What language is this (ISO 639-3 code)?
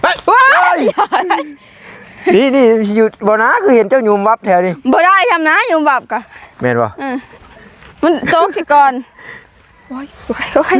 tts